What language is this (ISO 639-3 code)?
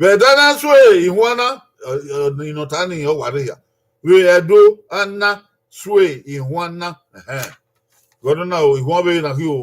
bin